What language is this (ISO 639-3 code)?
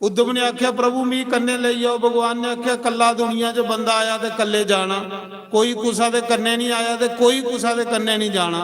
doi